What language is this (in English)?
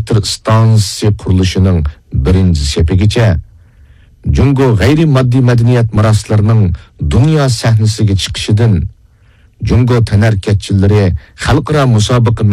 Uyghur